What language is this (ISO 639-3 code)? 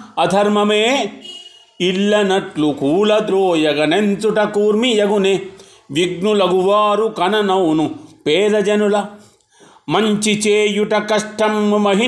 tel